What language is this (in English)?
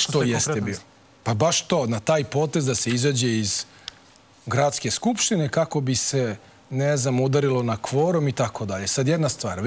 Serbian